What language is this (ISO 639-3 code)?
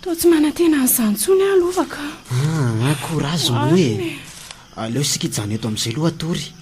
mlg